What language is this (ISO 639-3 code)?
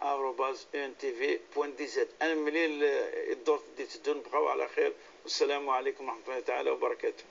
kab